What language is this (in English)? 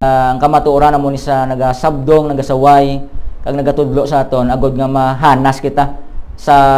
Hiligaynon